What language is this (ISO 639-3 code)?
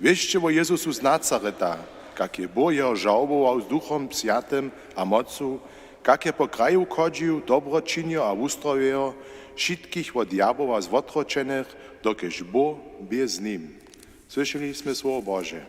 hsb